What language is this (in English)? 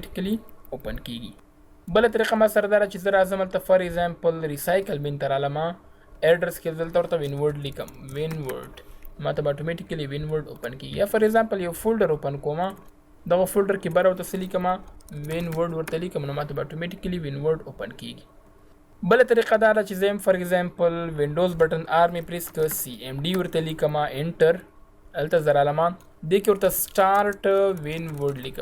Pashto